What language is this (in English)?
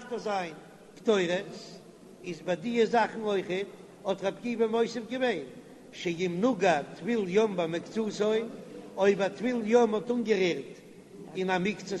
Yiddish